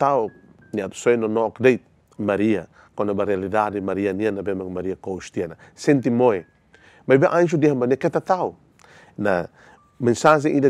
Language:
Tetum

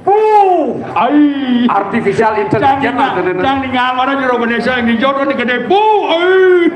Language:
Balinese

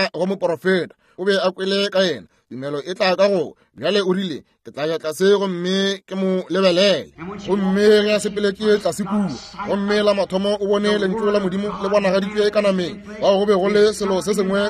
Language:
Northern Sotho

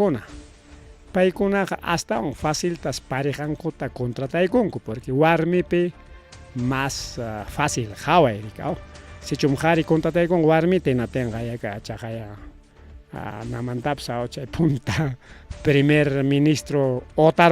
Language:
Ayacucho Quechua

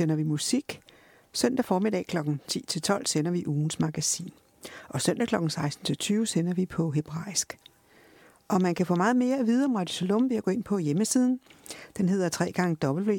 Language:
Danish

